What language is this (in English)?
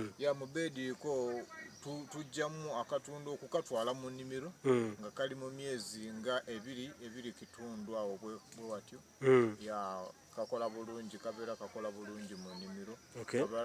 Ganda